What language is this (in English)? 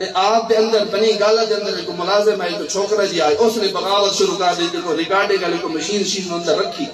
Saraiki